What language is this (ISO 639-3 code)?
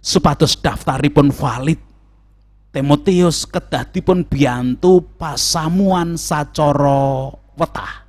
jav